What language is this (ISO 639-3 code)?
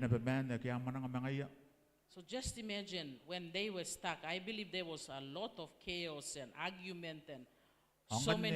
gil